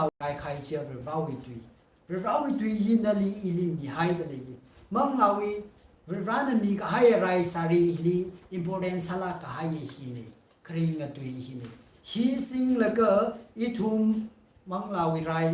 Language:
Tangkhul Naga (India)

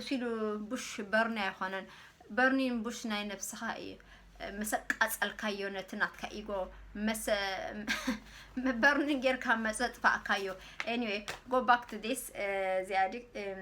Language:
Tigrinya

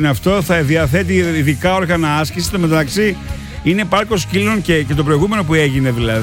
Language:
Greek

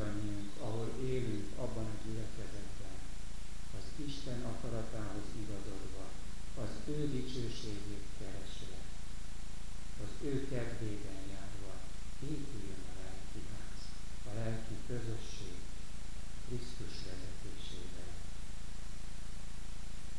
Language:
Hungarian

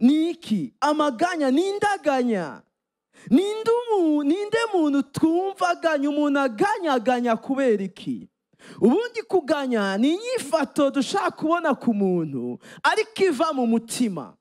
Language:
Rundi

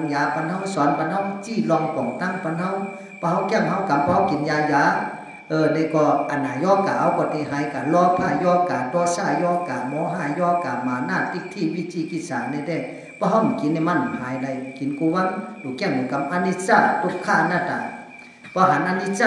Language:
Shan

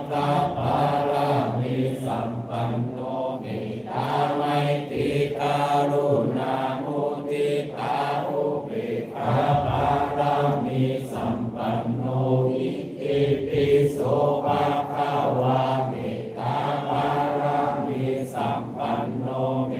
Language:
Pali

